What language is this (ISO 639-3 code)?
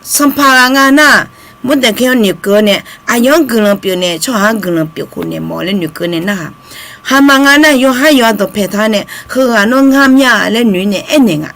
ahk